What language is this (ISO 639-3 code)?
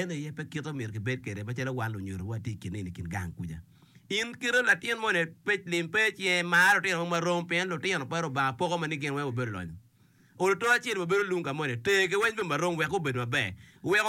ach